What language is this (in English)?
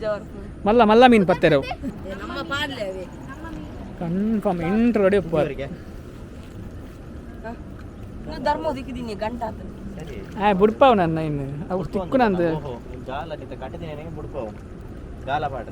Tulu